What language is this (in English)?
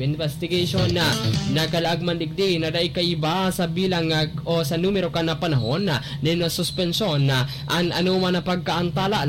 Bikol